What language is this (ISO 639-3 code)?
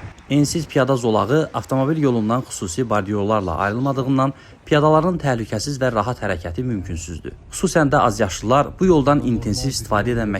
aze